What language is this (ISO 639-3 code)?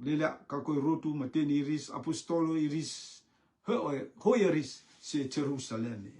rtm